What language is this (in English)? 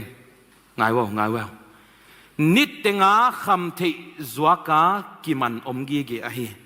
Tedim Chin